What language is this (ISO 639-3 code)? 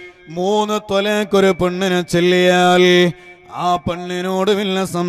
mal